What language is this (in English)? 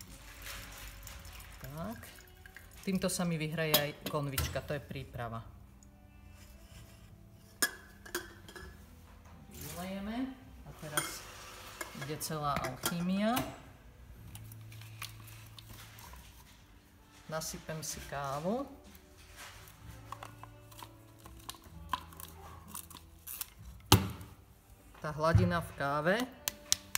Slovak